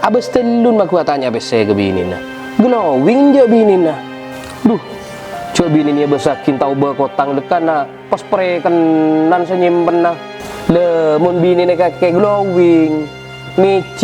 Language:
Madurese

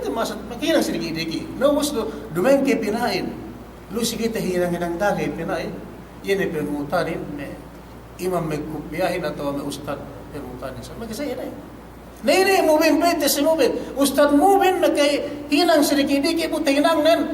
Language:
Yakan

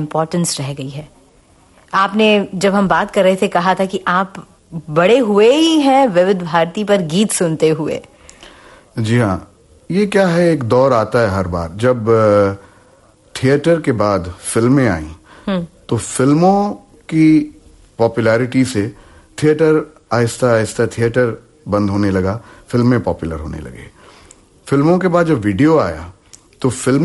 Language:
Hindi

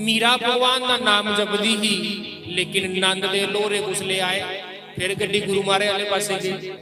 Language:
Dogri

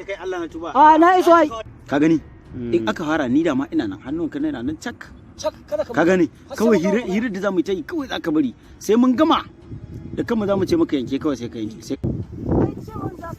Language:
Hausa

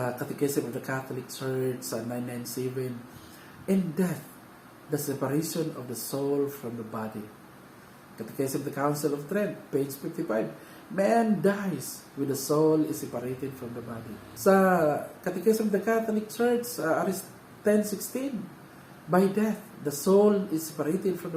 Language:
Cebuano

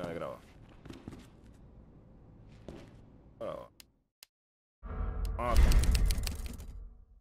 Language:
Spanish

